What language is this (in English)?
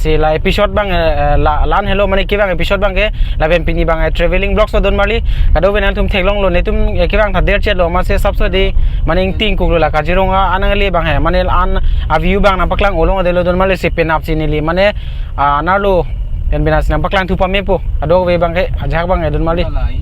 Karbi